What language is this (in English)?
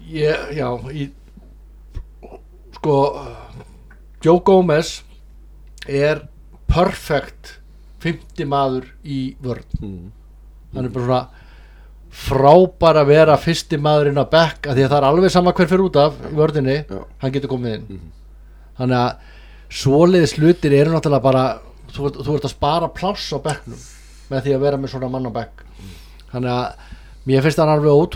Icelandic